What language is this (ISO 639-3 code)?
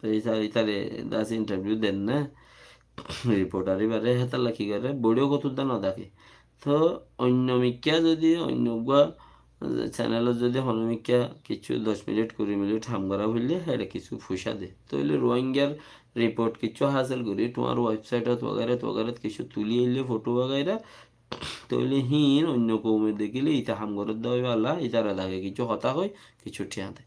rhg